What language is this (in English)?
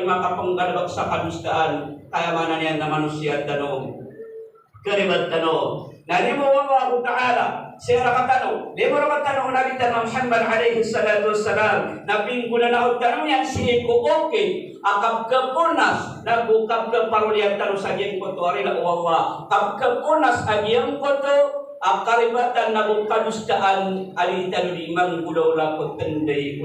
Maranao